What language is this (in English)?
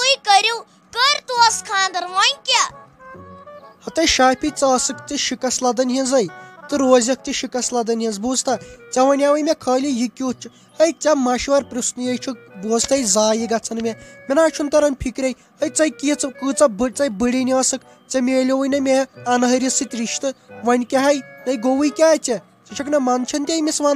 Kashmiri